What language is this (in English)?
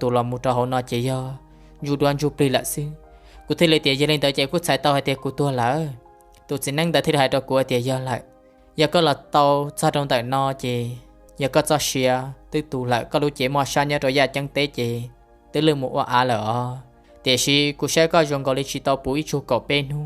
Hmong